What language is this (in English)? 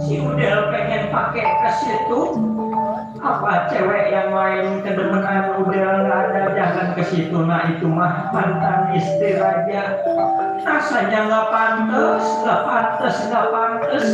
Betawi